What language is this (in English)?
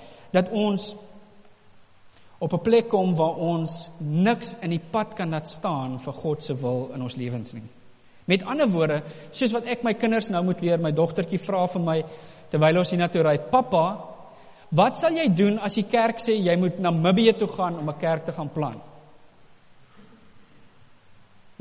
Afrikaans